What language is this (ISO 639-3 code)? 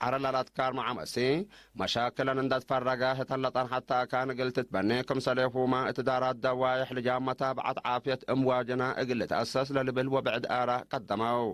tig